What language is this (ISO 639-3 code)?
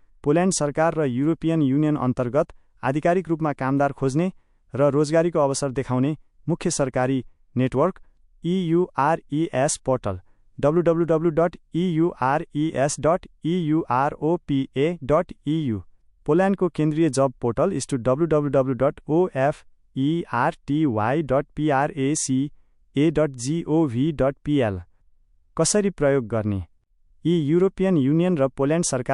nep